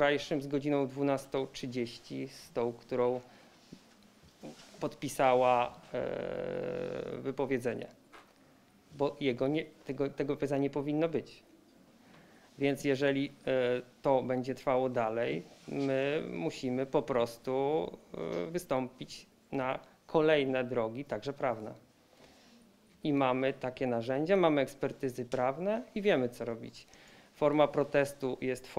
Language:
Polish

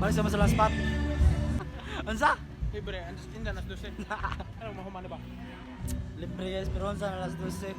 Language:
Cebuano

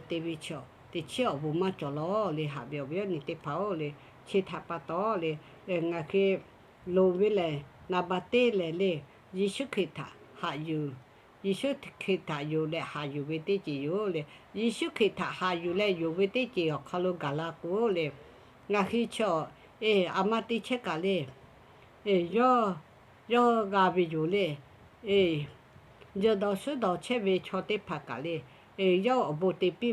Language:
Lahu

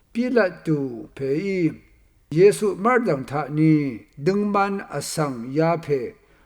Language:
Rawang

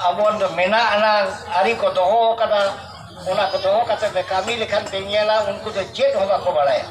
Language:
Santali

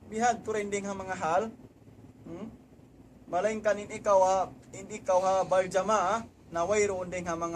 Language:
Tausug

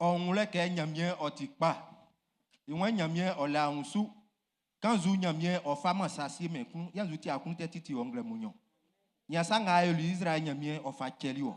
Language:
Baoulé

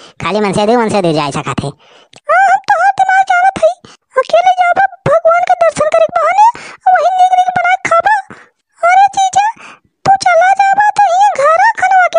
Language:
Awadhi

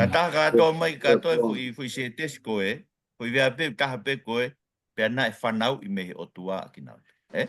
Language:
Tongan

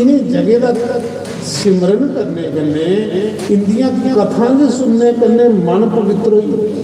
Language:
Dogri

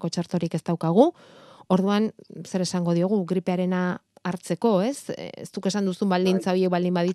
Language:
Basque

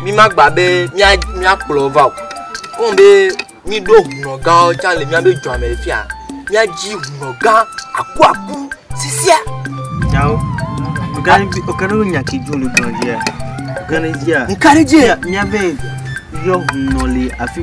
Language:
Ewe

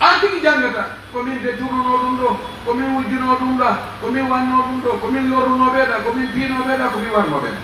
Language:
Pular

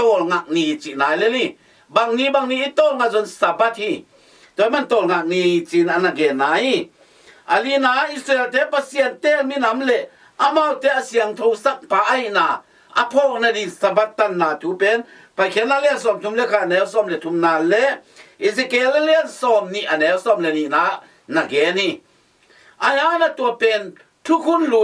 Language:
Tedim Chin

